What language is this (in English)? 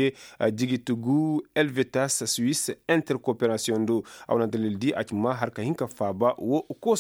Koyraboro Senni